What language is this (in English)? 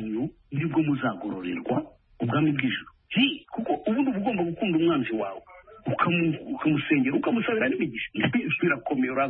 Kinyarwanda